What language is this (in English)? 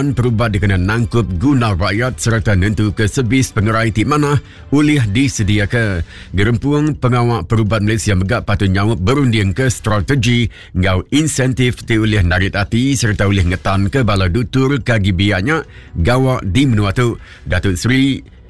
Iban